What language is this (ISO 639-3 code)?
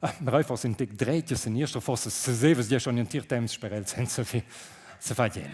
roh